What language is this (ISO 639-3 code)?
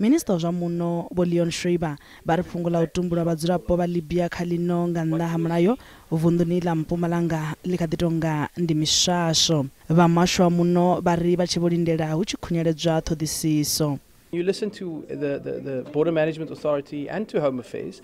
ven